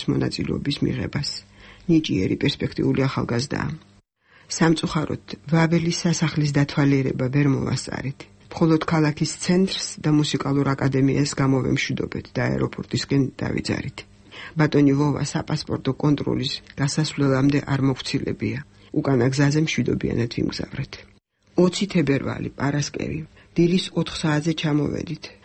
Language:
Georgian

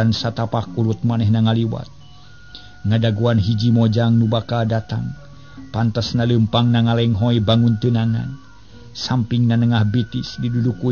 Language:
Sundanese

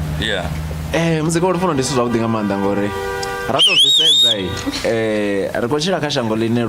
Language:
Venda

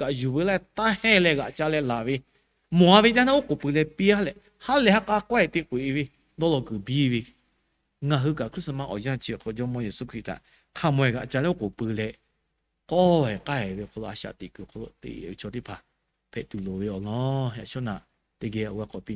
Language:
Lahu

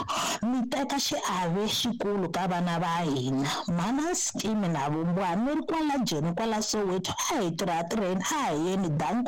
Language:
Tsonga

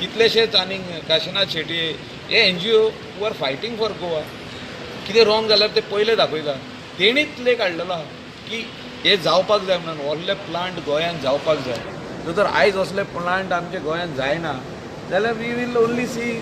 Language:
Konkani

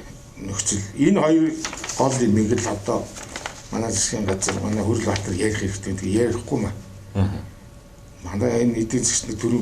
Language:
Mongolian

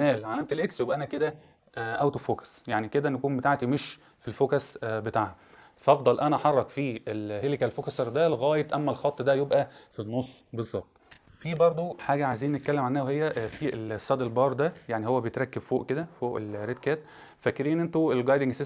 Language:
Egyptian Arabic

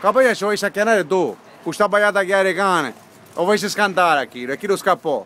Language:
Sicilian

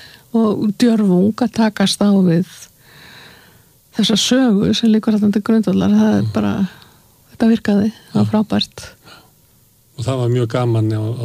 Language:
Icelandic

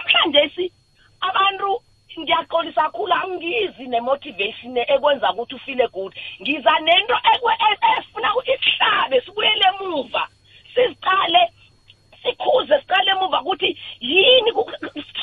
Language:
South Ndebele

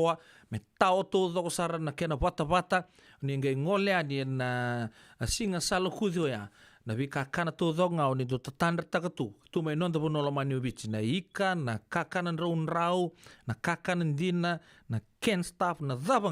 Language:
Fijian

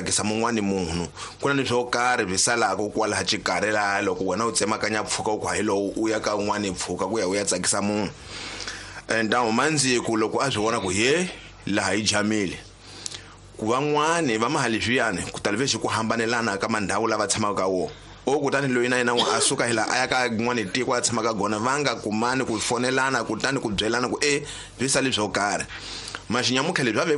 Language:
Tsonga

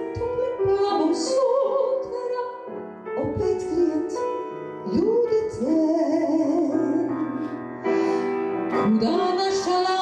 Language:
Croatian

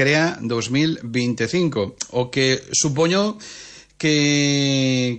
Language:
Galician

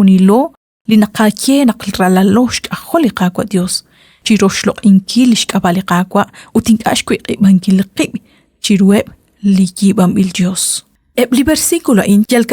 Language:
Kekchí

